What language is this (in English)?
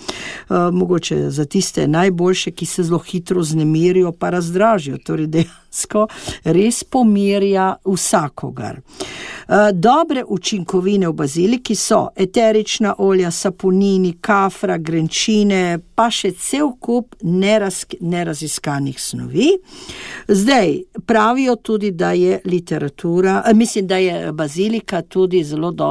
Slovenian